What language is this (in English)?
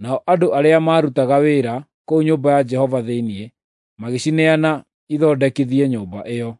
Kikuyu